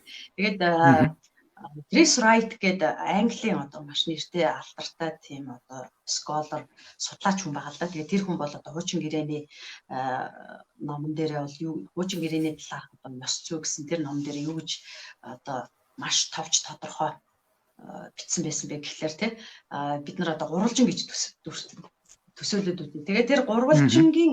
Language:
Mongolian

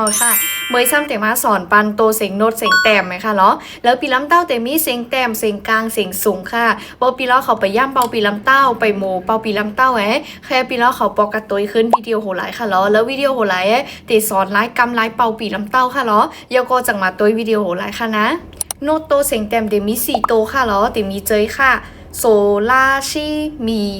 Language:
Shan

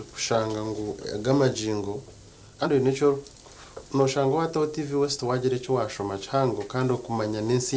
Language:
Nyankole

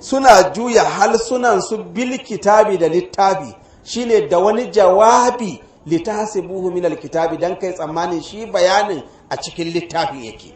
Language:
Hausa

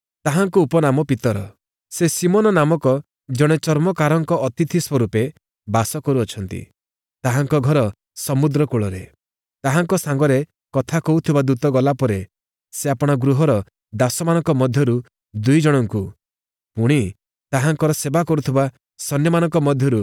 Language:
Odia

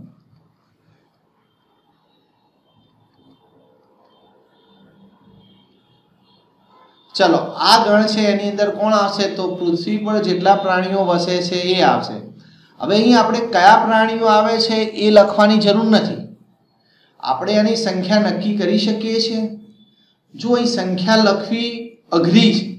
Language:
Gujarati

